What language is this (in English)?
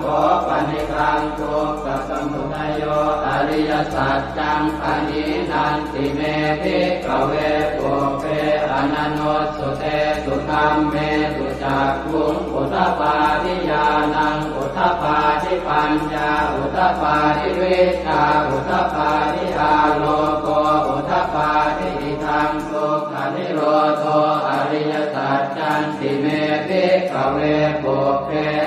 Pali